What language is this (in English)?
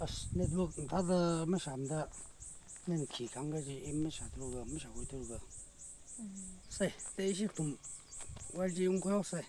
Tangkhul Naga (India)